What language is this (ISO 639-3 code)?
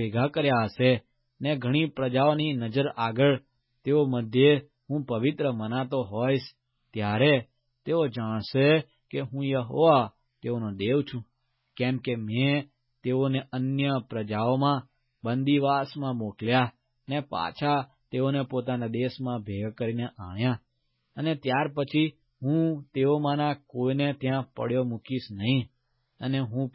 guj